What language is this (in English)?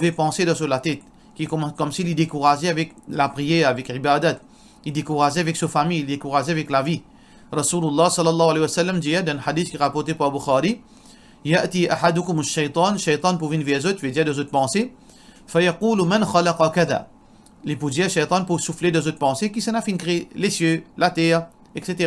Morisyen